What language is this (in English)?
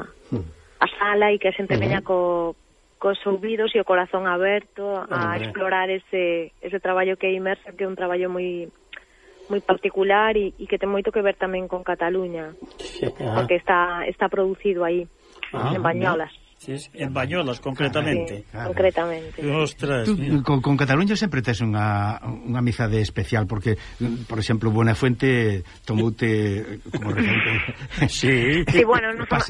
Galician